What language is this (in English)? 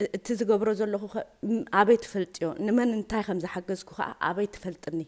Tigrinya